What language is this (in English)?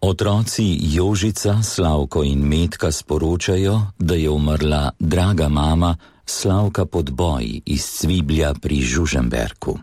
Slovenian